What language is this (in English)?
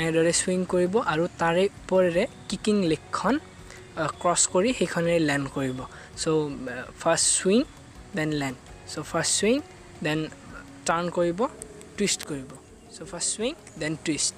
Assamese